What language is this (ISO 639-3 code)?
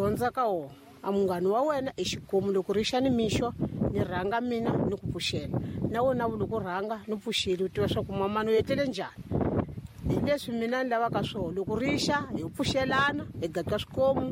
tso